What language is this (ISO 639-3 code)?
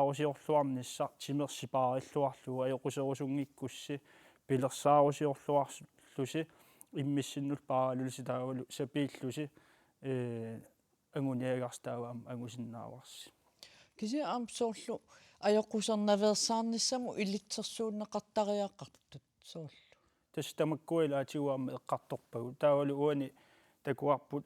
kal